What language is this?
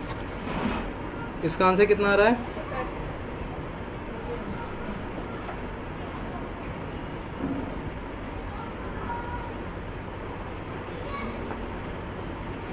Hindi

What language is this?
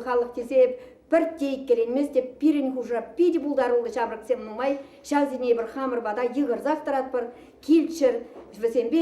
Chuvash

